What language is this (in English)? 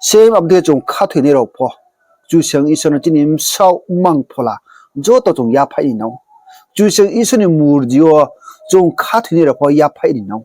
Riang (India)